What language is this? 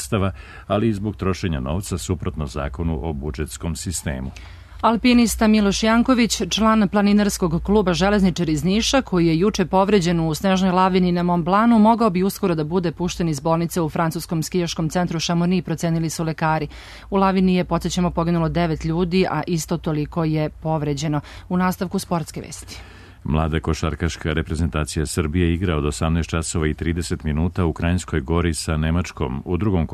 Serbian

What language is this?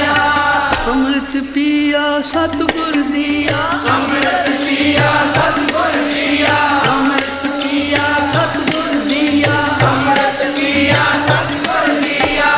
Punjabi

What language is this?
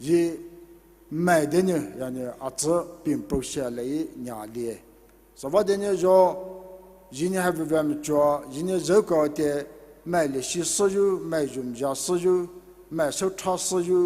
Poumei Naga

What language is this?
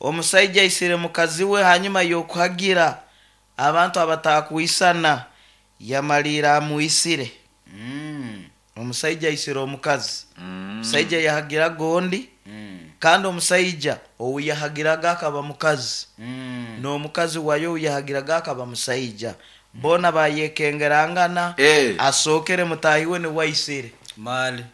Nyoro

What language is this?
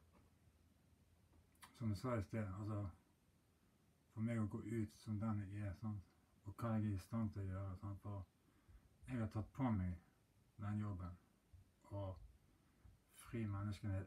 Norwegian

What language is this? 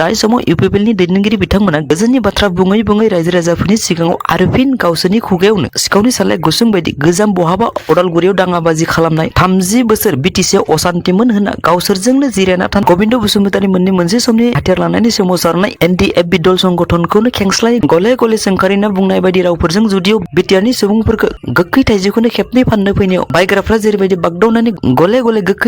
Bodo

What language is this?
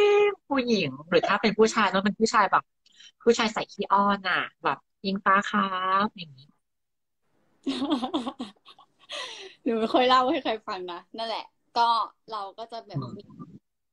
Thai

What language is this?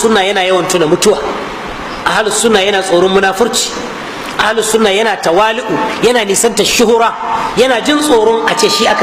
Hausa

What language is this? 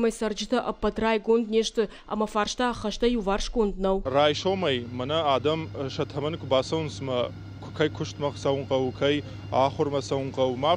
Ossetic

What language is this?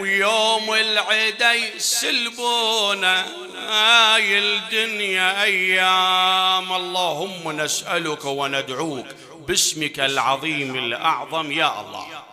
Mesopotamian Arabic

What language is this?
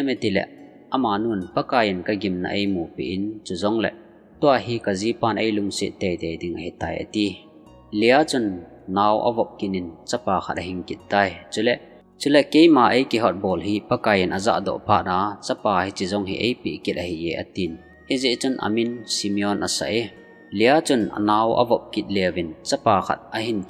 Thado Chin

